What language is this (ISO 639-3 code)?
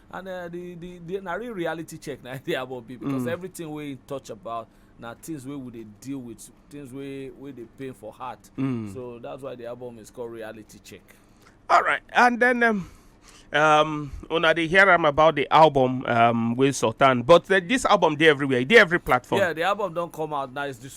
pcm